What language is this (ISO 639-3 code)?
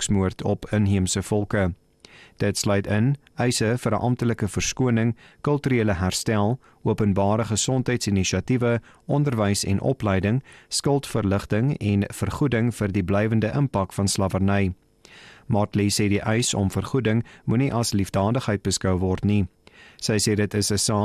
afr